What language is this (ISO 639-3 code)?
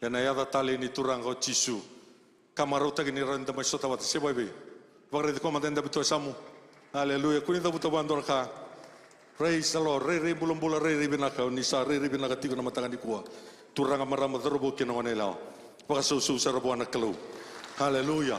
fij